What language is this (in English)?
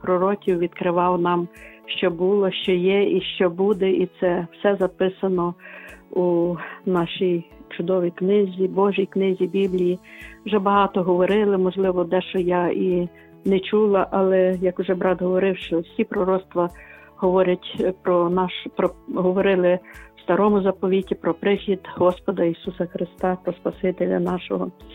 Ukrainian